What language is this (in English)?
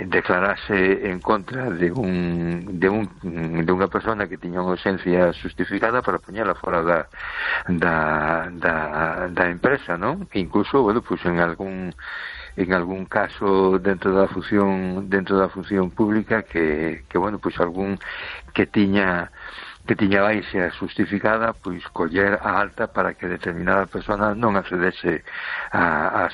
Galician